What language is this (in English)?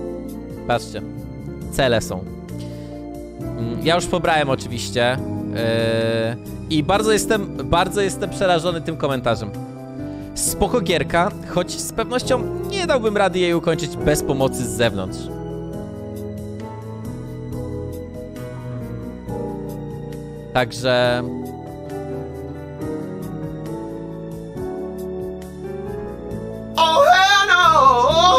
Polish